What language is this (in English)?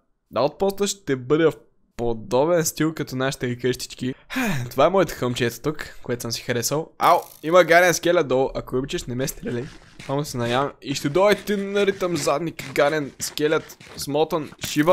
Bulgarian